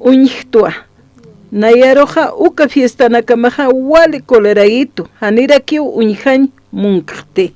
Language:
Aymara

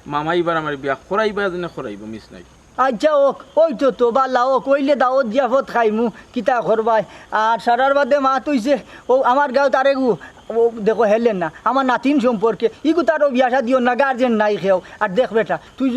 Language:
Sylheti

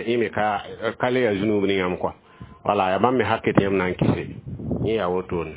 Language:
Mossi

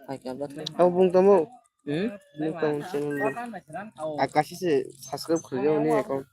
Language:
Kok Borok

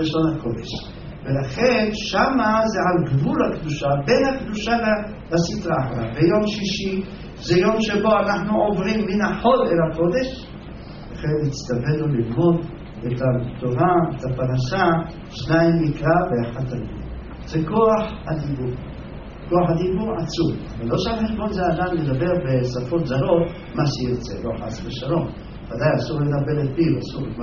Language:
Hebrew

